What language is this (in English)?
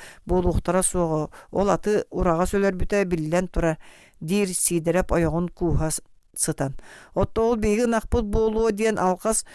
Yakut